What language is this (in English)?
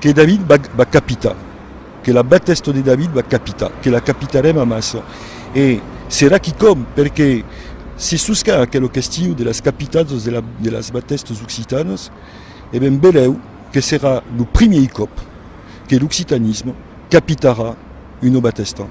Occitan